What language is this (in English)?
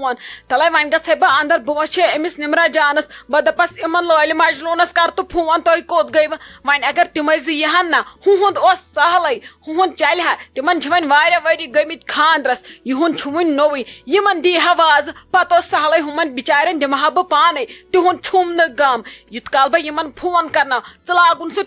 Kashmiri